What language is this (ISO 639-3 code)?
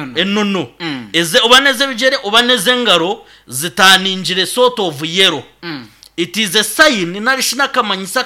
nyn